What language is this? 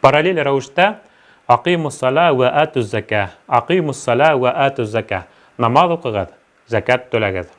Bashkir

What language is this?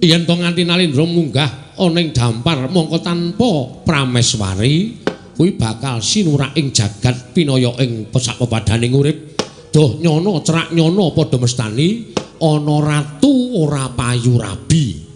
Javanese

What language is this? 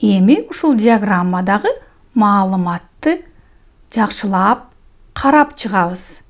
Kyrgyz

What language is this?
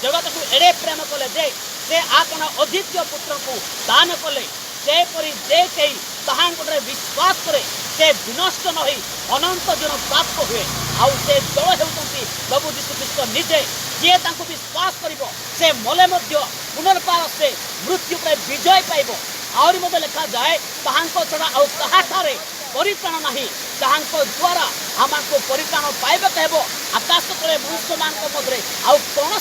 Odia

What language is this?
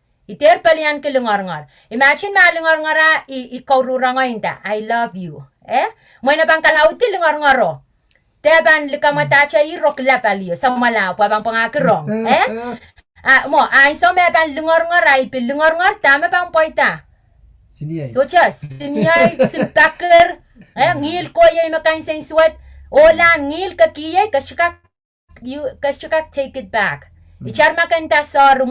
Pohnpeian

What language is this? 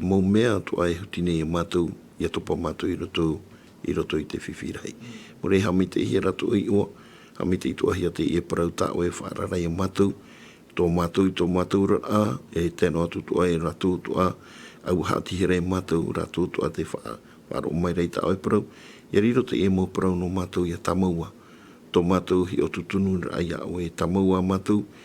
Tahitian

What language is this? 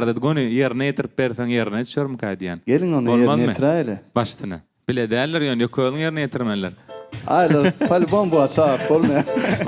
Turkmen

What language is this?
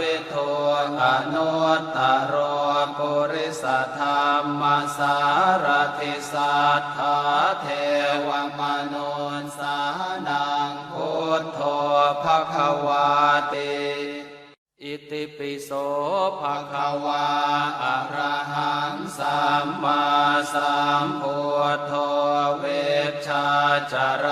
Pali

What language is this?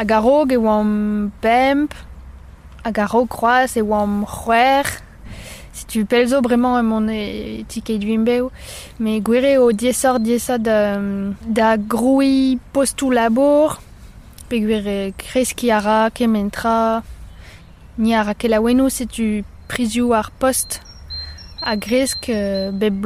Breton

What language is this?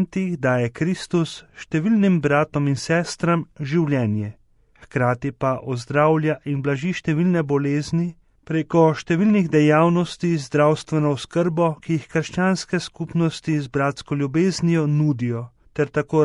Slovenian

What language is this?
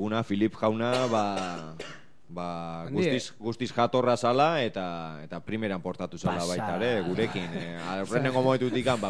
Basque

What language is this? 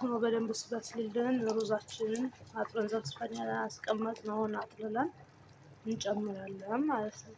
Amharic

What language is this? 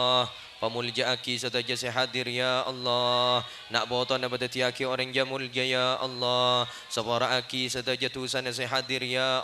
Madurese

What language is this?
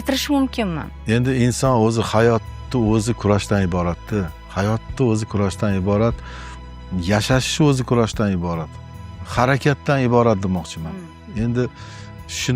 Uzbek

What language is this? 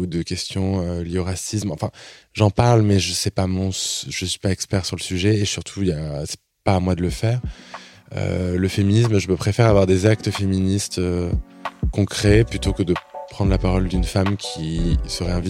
French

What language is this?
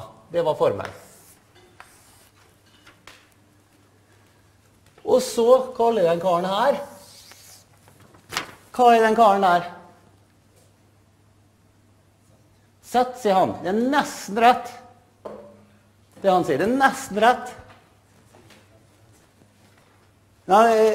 Norwegian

